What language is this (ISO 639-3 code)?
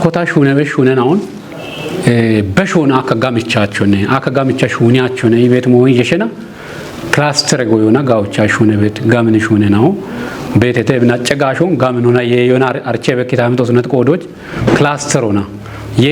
kbr